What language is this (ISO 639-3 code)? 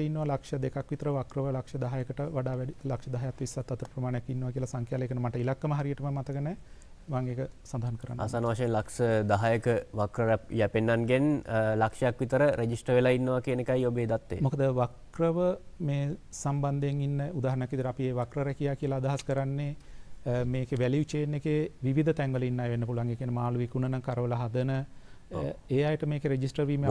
sin